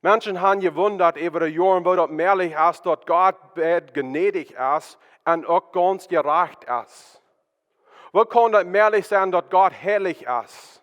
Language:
Plautdietsch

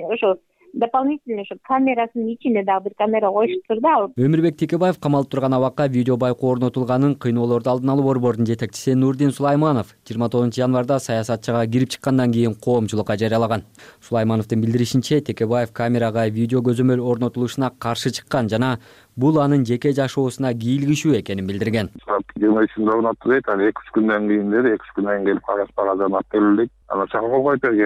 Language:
Kyrgyz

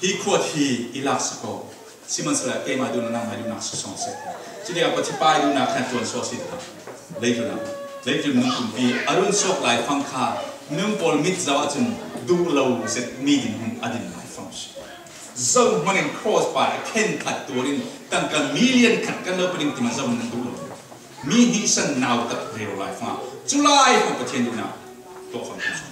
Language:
Falam Chin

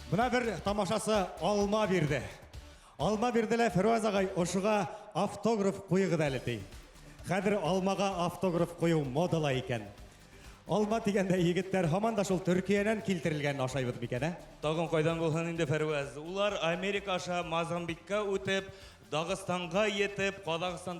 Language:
Bashkir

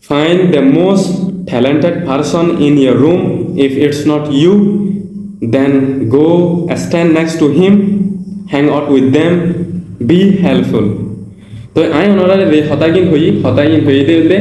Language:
Rohingya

